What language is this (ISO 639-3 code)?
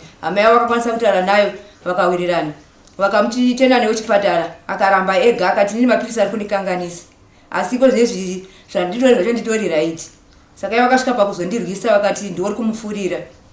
sna